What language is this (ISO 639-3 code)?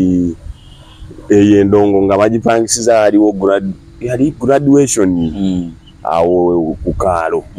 lug